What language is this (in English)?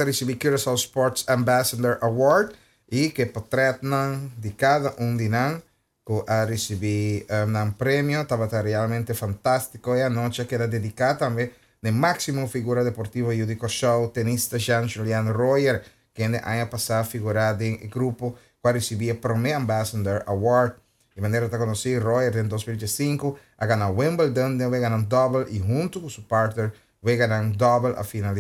Papiamento